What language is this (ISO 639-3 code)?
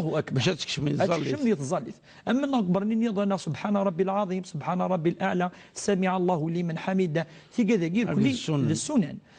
kab